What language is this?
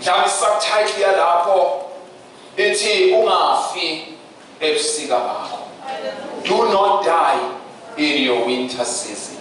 Zulu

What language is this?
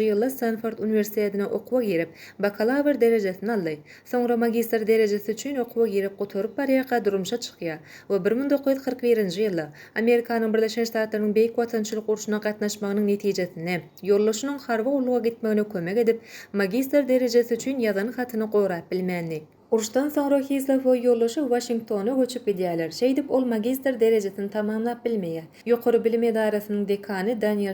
Turkmen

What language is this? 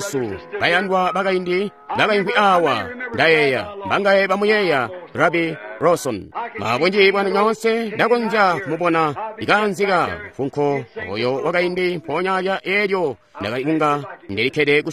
Tonga (Zambia)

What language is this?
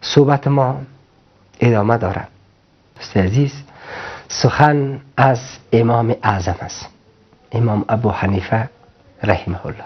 Persian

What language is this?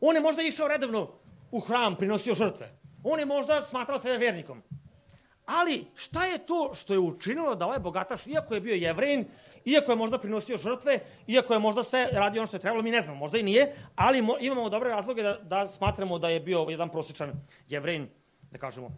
Serbian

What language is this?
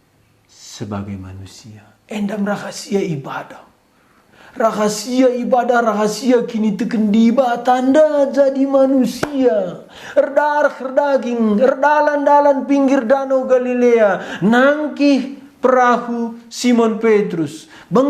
Batak Karo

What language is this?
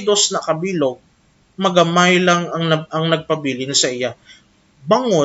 Hiligaynon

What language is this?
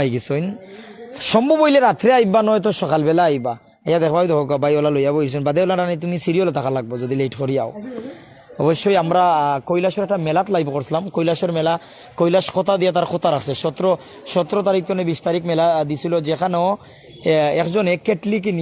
Sylheti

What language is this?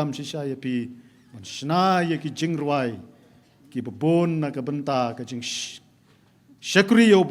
Khasi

